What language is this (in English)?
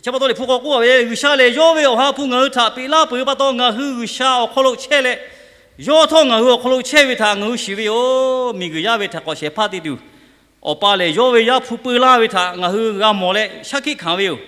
Lahu